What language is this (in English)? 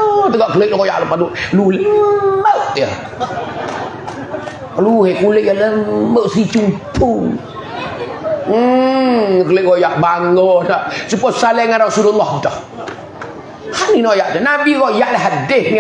Pattani Malay